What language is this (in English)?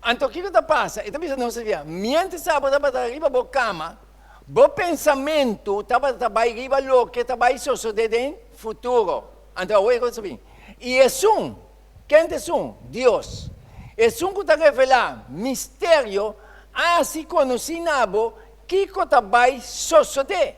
Papiamento